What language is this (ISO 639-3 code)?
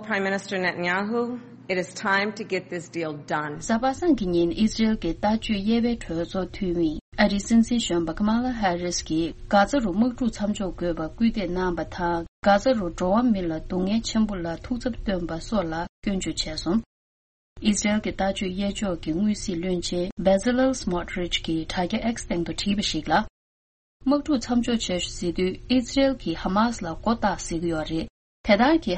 bod